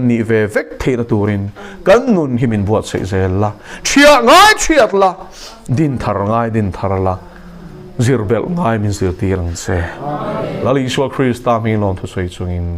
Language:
Mizo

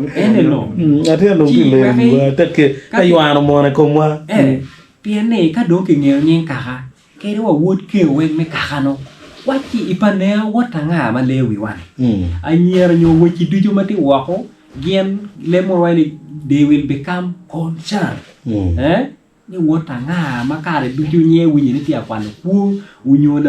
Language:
Acoli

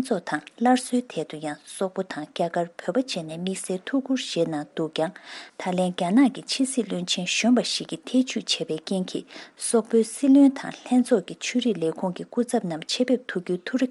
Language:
Tibetan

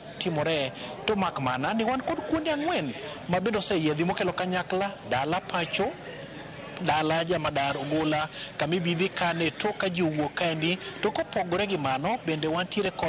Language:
Luo (Kenya and Tanzania)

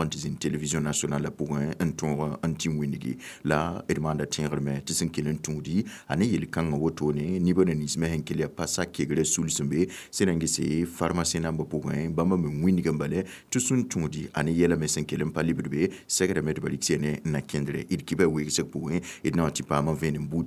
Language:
Mossi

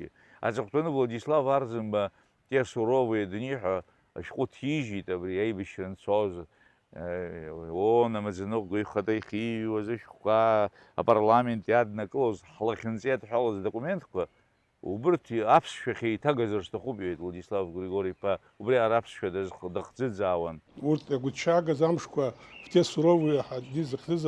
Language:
Abkhazian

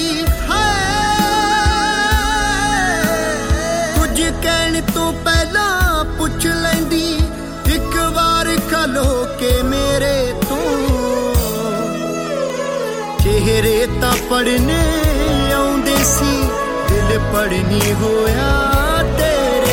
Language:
Punjabi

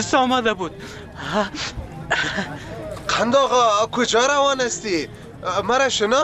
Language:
Persian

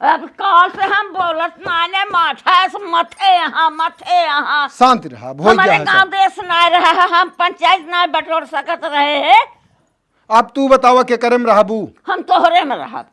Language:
Awadhi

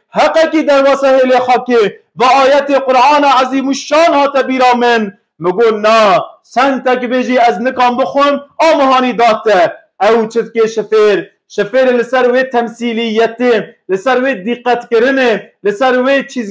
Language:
Kurdish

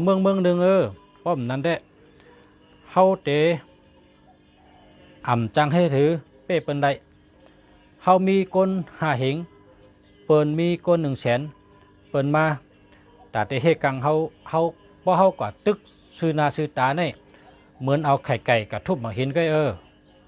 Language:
Shan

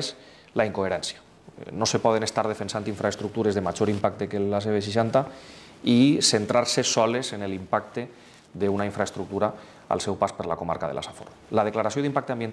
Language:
Catalan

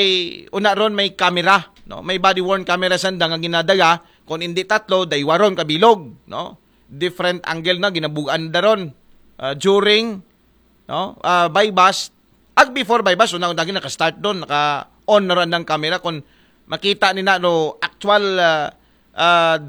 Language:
Aklanon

